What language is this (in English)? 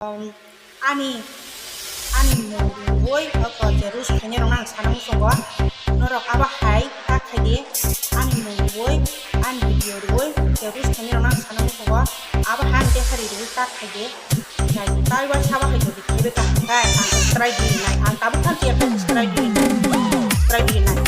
Kok Borok